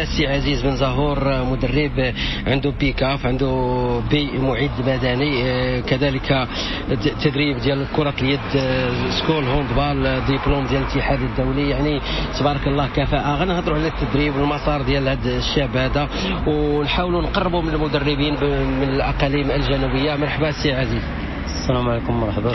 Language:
Moroccan Arabic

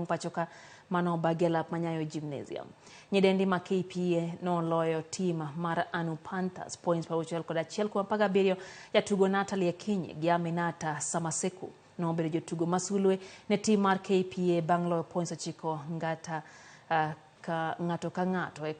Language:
Luo (Kenya and Tanzania)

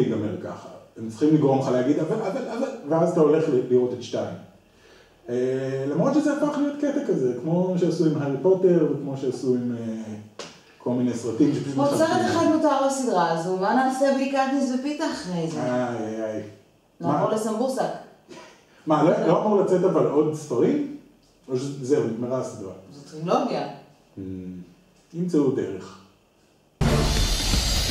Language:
Hebrew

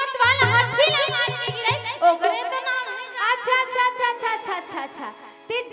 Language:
Chhattisgarhi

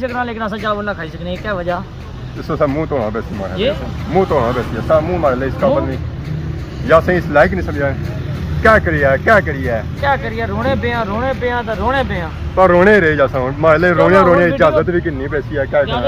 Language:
Pahari-Potwari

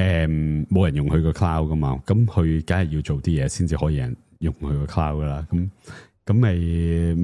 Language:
Cantonese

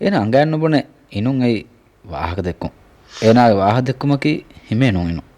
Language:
Divehi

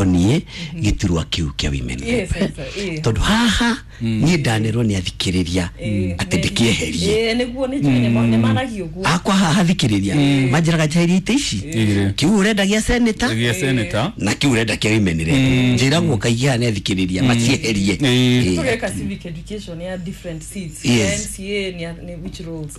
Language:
Kikuyu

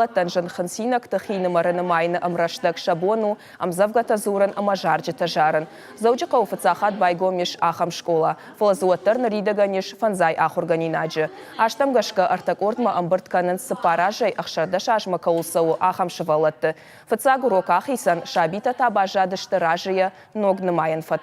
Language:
Ossetic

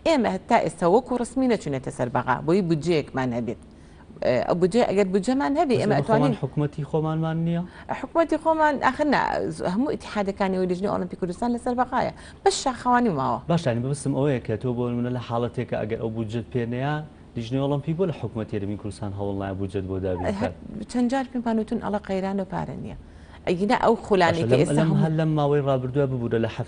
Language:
Central Kurdish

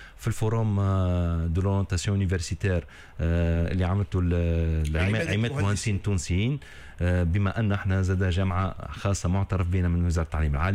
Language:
Tunisian Arabic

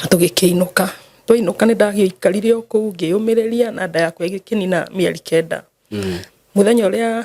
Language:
Kikuyu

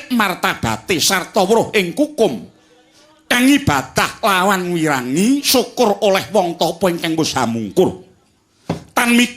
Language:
Javanese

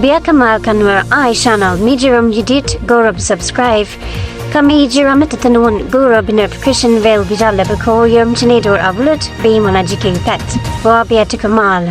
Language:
Nuer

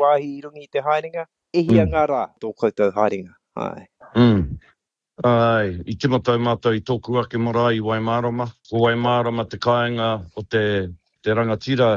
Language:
Māori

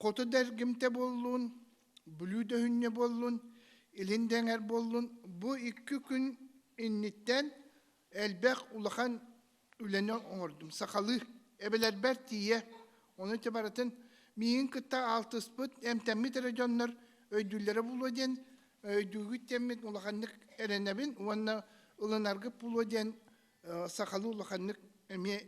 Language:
Yakut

